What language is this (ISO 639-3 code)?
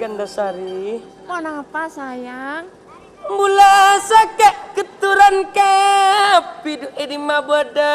mad